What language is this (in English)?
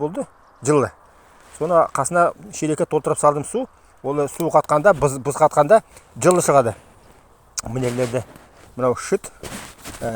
Nogai